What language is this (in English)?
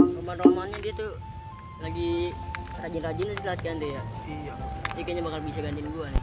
Betawi